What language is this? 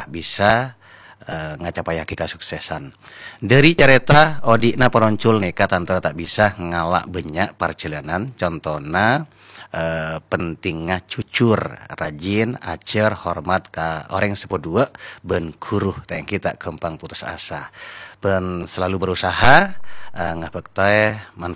Madurese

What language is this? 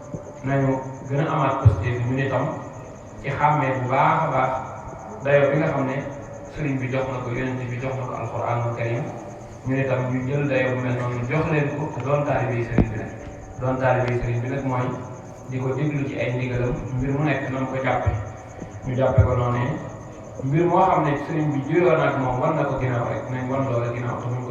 Wolof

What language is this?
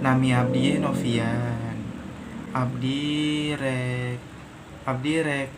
Sundanese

